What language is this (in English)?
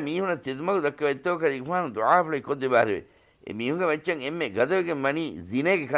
Divehi